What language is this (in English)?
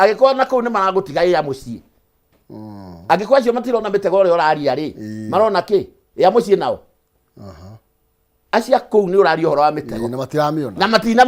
Kikuyu